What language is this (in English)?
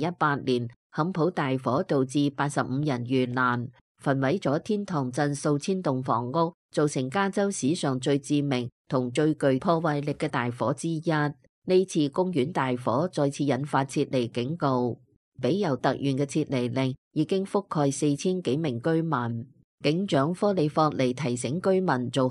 Cantonese